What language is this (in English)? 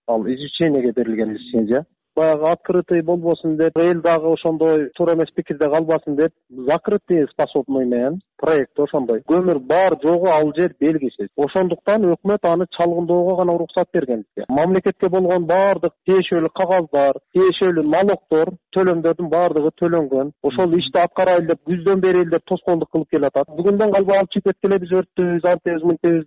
Kyrgyz